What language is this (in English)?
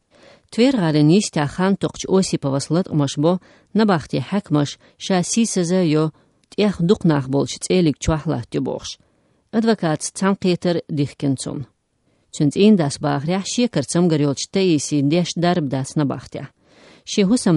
Chechen